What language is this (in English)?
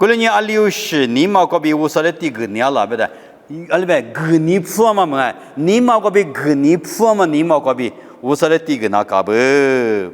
Lisu